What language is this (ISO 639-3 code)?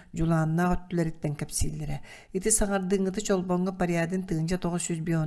sah